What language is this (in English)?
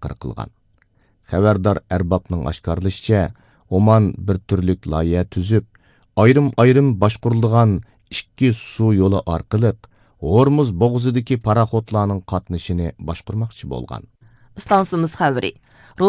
Uyghur